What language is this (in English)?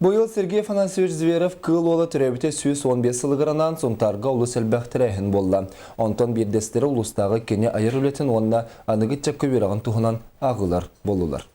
Yakut